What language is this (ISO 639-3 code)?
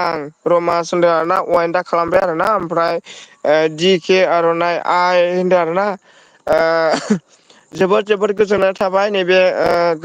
brx